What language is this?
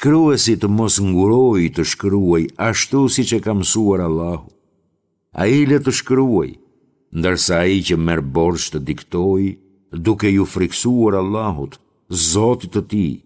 Albanian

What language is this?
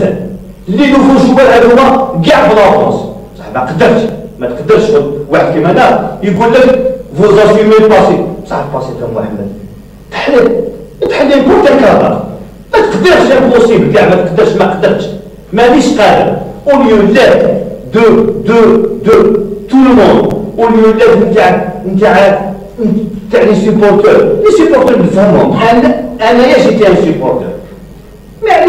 Algerian Arabic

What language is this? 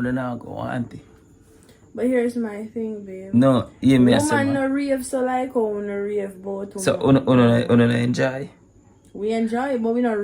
Jamaican Creole English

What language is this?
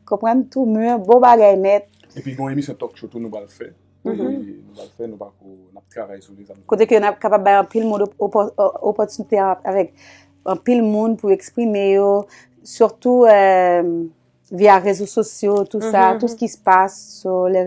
Haitian Creole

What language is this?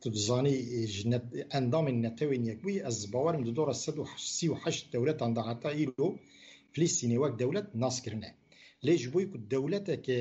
Kurdish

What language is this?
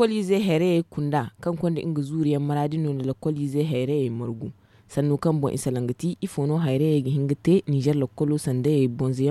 Zarma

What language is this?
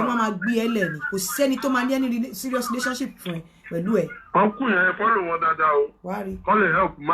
Yoruba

